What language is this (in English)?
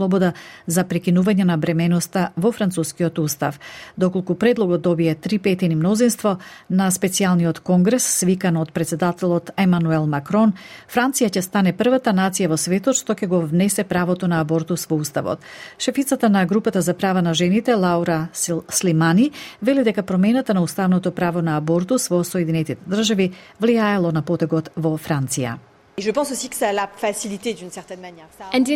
Macedonian